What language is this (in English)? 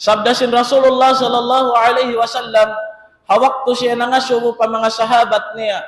Tausug